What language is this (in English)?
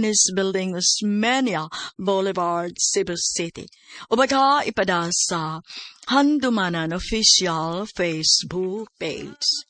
Cebuano